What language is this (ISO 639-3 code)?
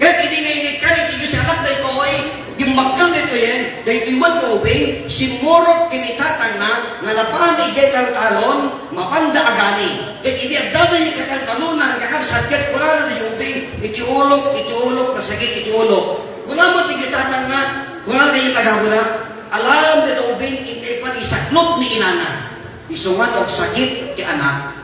ilo